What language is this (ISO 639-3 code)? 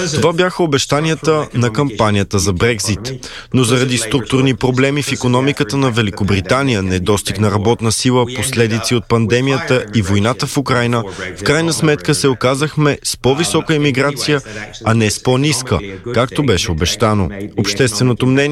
bul